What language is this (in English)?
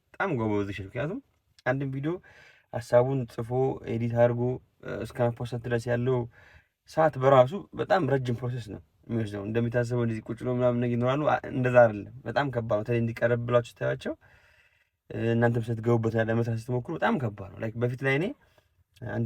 Amharic